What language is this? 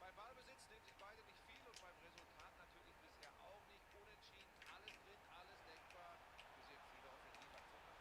Bavarian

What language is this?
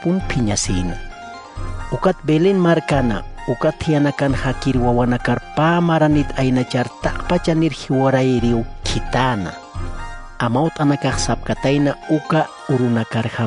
Aymara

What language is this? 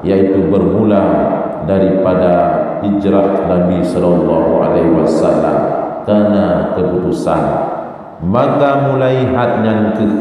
Achinese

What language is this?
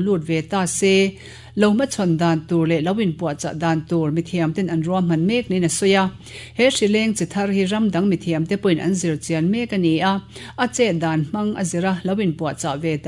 Mizo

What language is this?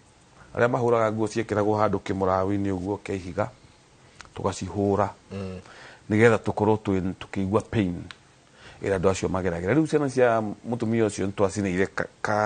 Kikuyu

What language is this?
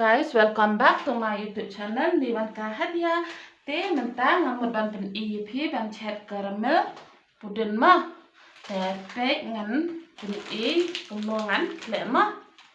Khasi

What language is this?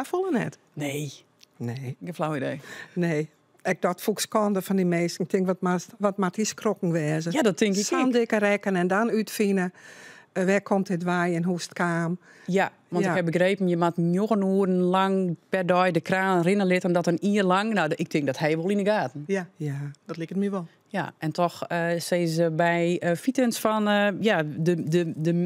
Western Frisian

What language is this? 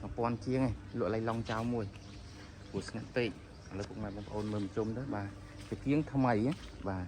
Khmer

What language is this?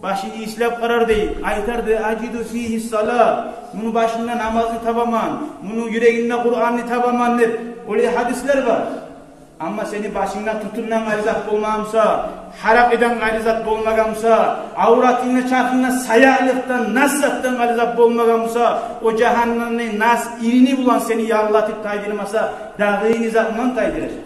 Kumyk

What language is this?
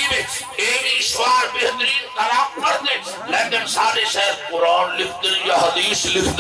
Saraiki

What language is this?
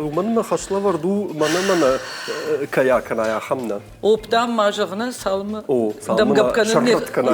Ossetic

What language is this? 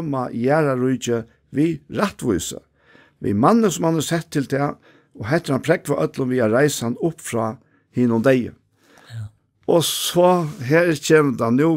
Faroese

